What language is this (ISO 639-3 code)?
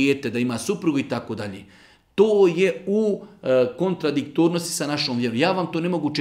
bos